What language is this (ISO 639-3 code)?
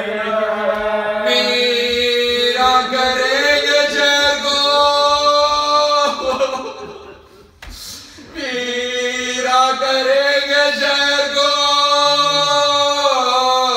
urd